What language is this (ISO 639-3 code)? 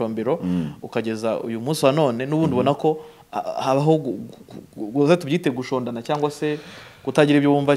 kin